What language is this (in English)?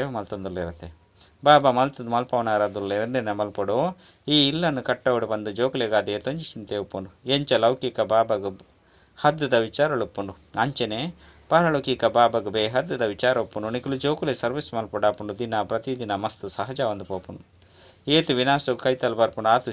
Tulu